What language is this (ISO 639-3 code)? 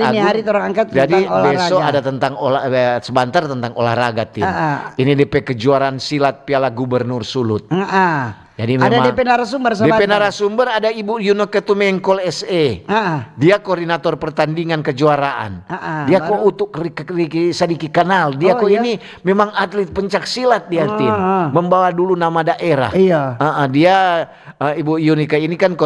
xmm